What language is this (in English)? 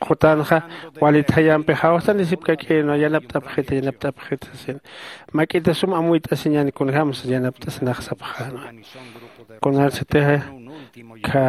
Aymara